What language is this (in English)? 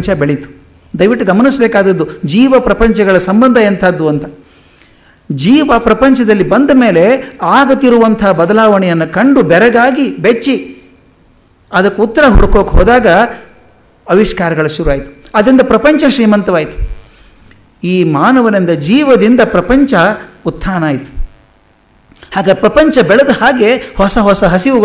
Kannada